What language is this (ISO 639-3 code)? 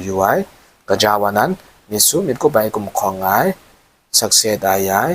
kac